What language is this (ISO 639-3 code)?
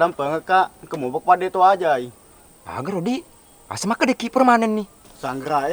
bug